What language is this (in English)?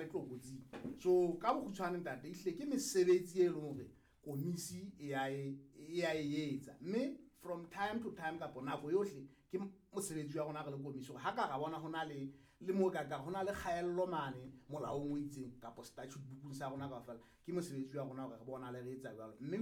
Southern Sotho